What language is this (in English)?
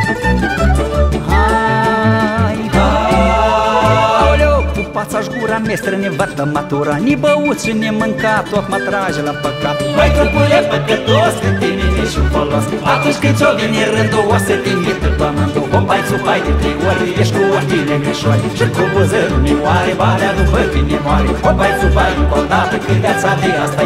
Romanian